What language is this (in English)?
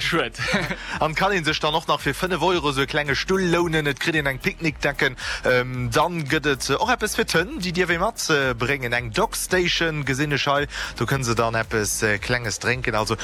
Luxembourgish